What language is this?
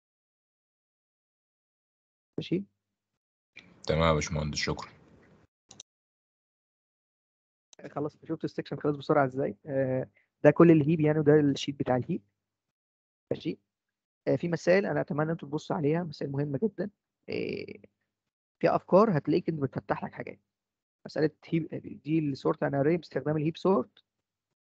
Egyptian Arabic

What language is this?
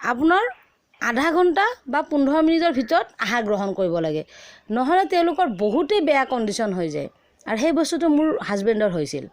Assamese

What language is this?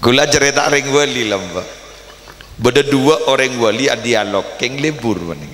Madurese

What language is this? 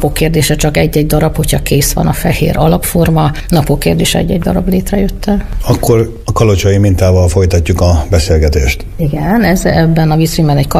Hungarian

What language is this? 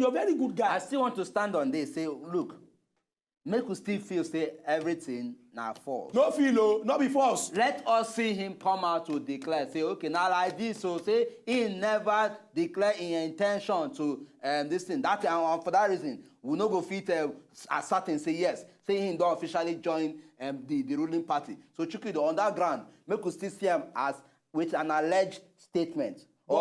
Nigerian Pidgin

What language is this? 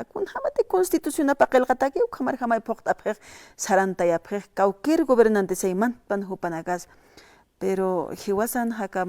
Aymara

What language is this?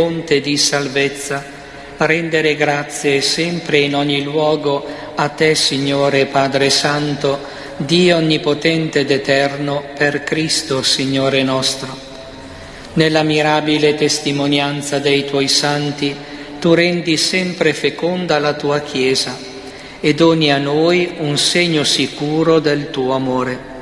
Italian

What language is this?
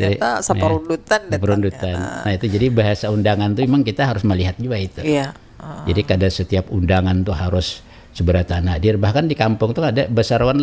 Banjar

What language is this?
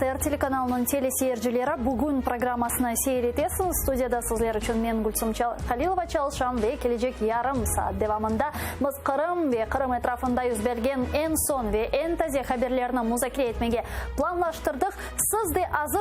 Crimean Tatar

